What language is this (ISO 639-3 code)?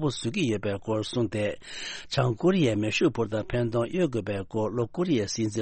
bod